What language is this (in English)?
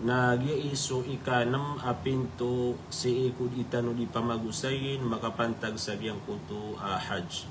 Maranao